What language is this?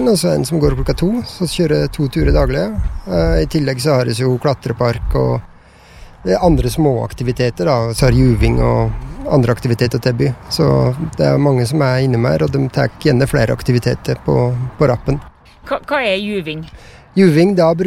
Norwegian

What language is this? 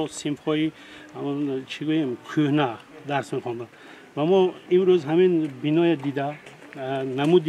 Tajik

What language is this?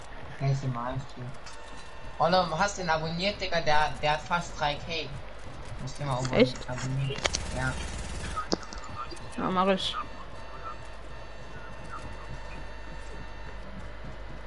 German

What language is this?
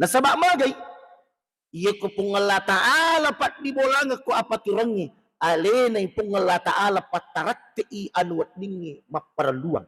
Buginese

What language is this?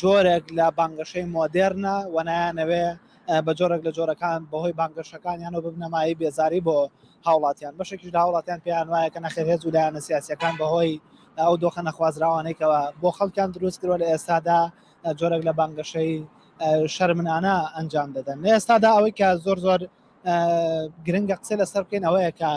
Central Kurdish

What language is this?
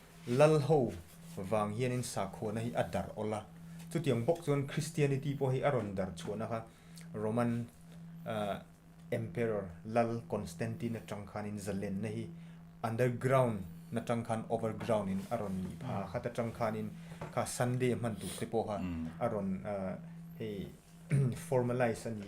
Mizo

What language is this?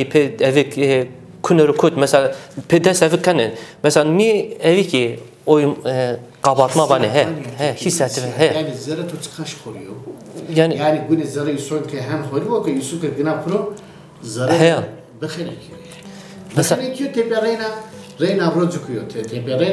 Zaza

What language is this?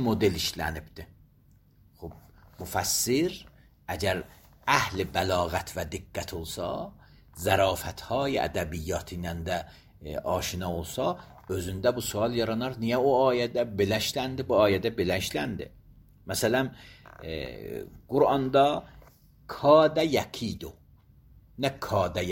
Azerbaijani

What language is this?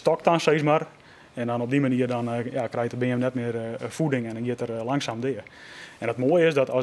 Western Frisian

